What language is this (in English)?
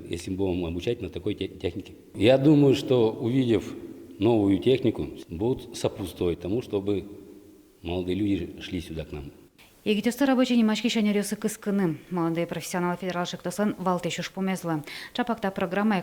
Udmurt